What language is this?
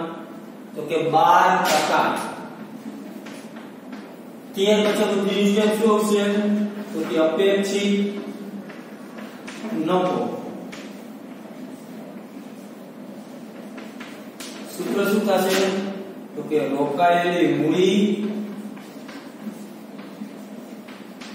Gujarati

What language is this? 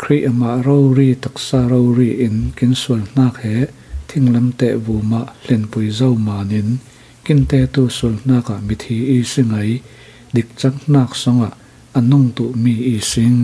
Falam Chin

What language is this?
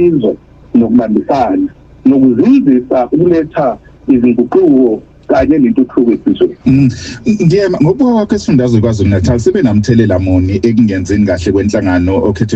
Zulu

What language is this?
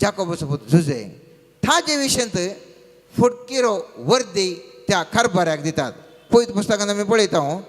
Konkani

